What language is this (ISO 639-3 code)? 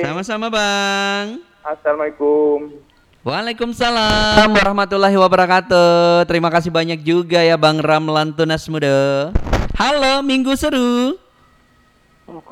ind